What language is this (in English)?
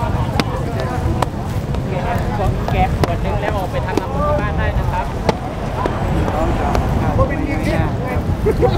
Thai